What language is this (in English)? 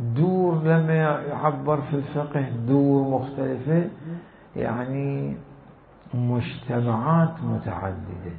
Mesopotamian Arabic